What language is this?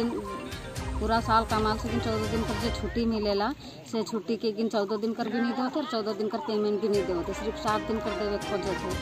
Sadri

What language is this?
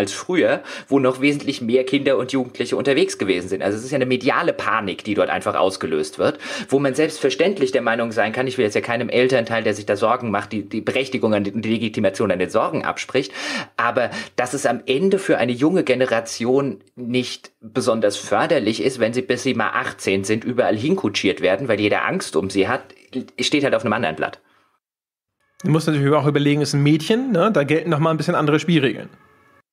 German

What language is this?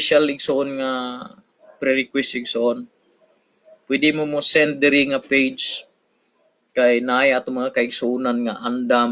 Cebuano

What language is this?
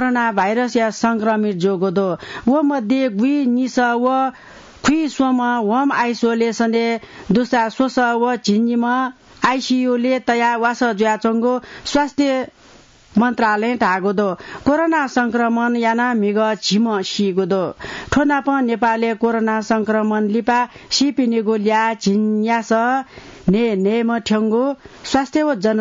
Newari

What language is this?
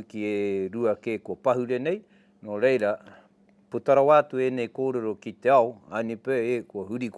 Māori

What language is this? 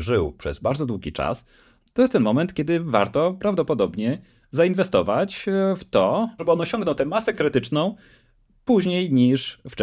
Polish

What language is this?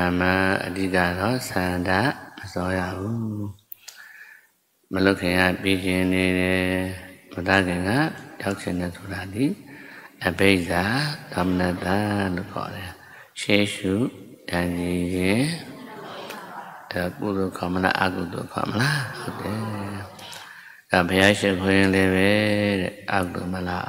Burmese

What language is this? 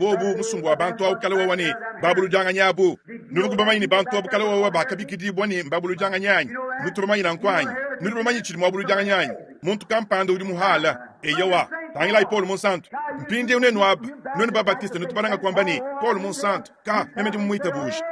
Luba-Lulua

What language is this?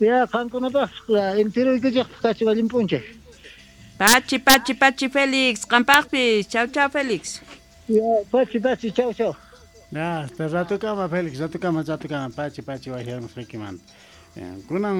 South Bolivian Quechua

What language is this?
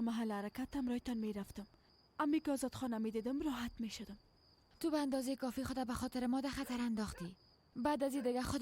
Persian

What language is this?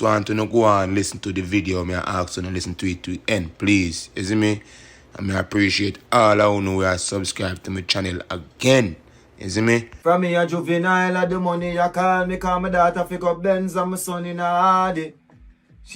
Jamaican Creole English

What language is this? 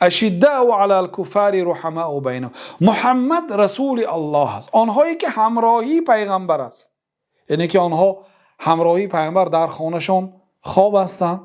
Persian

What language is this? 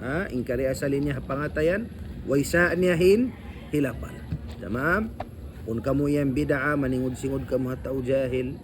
Tausug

